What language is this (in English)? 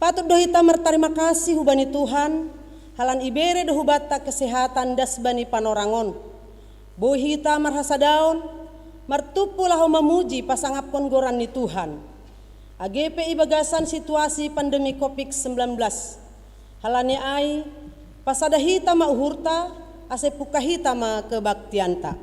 Batak Simalungun